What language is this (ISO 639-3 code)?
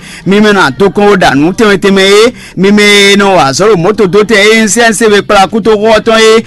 fon